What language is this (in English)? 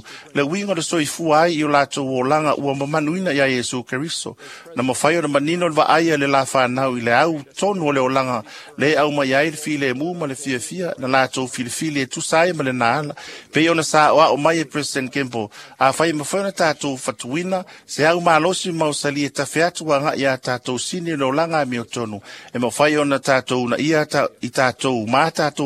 Samoan